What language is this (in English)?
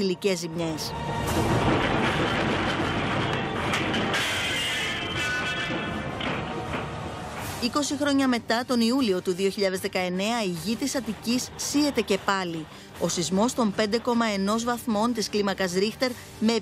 Greek